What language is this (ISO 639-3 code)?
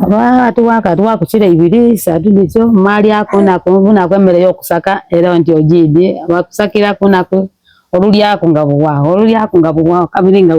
xog